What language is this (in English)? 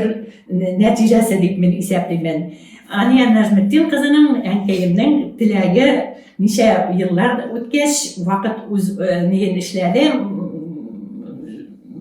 Bashkir